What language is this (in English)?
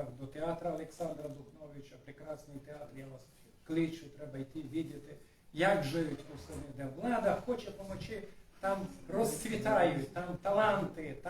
Rusyn